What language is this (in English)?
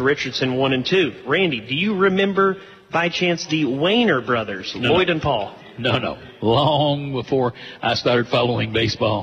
English